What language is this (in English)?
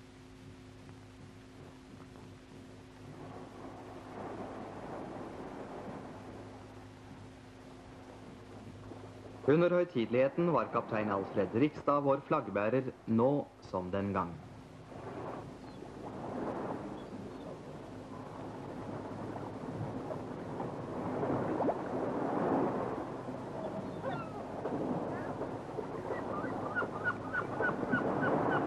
Norwegian